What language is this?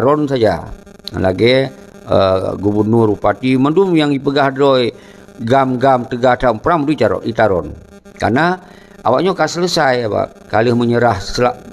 Achinese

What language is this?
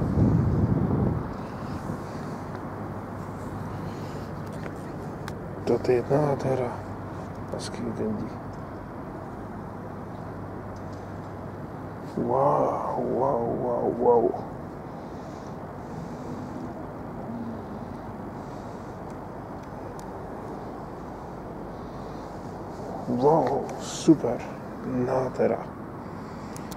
Slovak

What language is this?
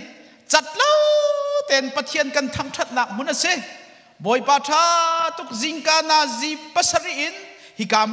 Hakha Chin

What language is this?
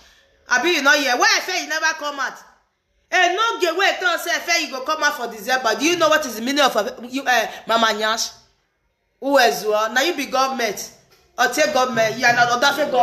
Nigerian Pidgin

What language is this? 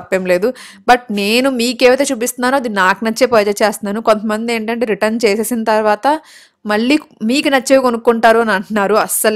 Telugu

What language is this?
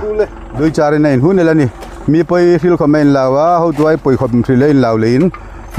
Hmar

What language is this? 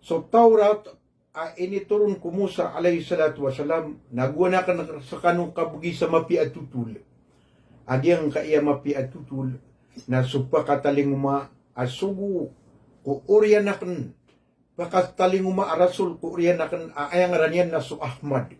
Maranao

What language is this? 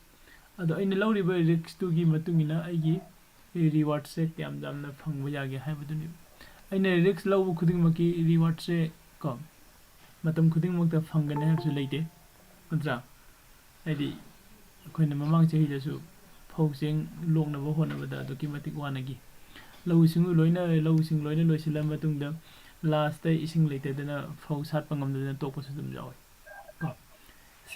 Manipuri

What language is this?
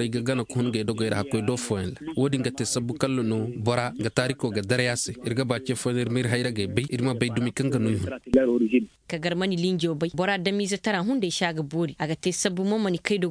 Koyraboro Senni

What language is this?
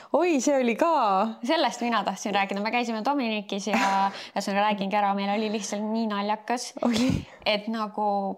Estonian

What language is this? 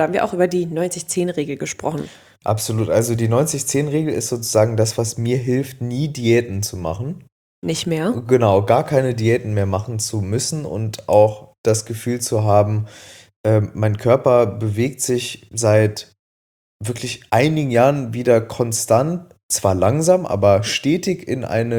German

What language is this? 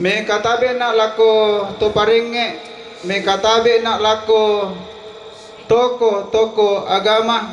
Toraja-Sa'dan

